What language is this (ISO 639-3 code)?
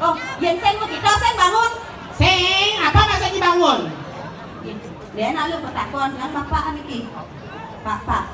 ban